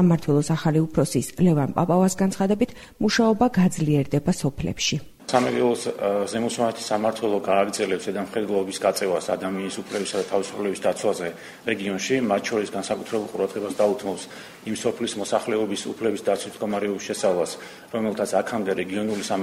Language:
Georgian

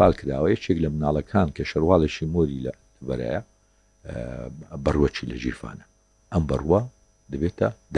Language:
Central Kurdish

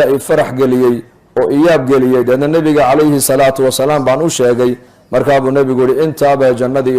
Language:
Somali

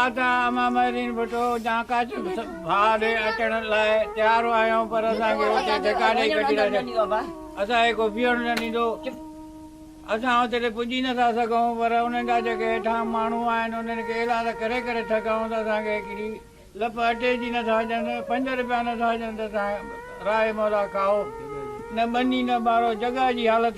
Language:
Sindhi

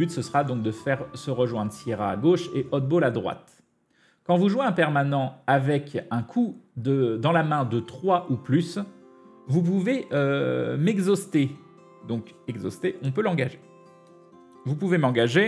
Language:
French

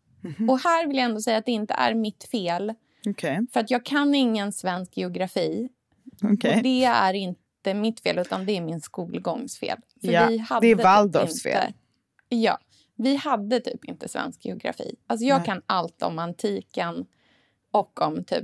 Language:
Swedish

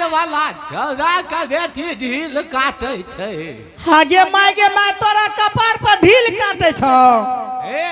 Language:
Angika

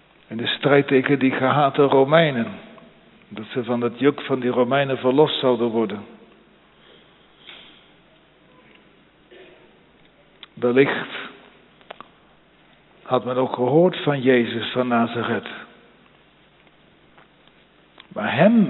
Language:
Dutch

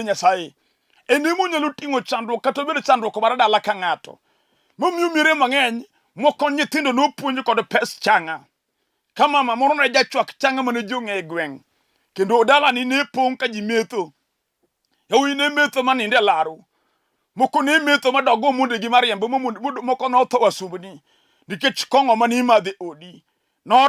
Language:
Luo (Kenya and Tanzania)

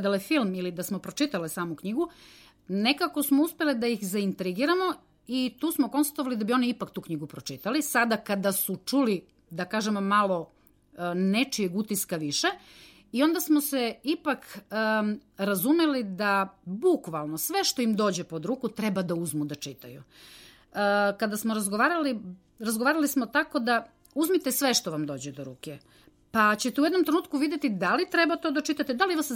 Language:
Serbian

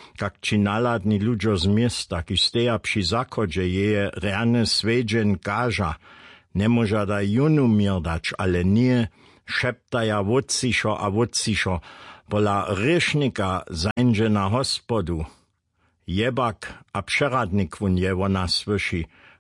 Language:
Upper Sorbian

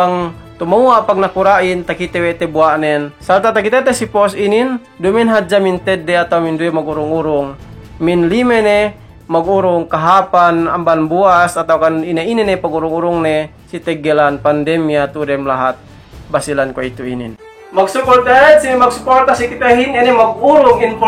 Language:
Yakan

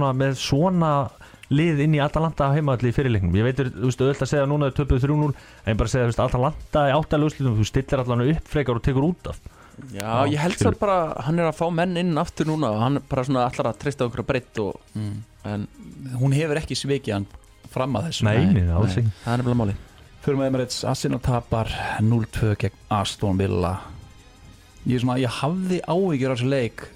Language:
Icelandic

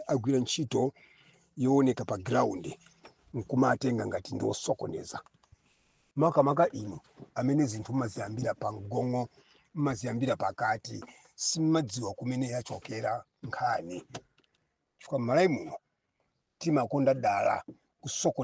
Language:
Nyanja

